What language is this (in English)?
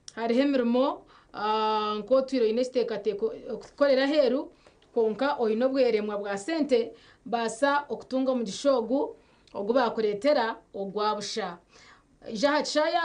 Nyankole